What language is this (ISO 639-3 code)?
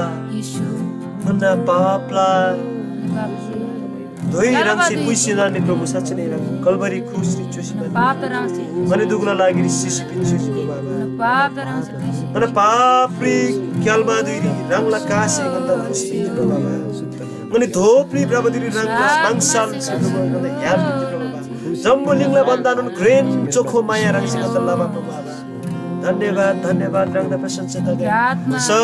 taj